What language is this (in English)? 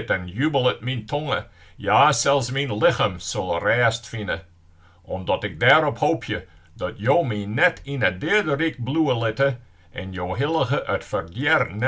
Western Frisian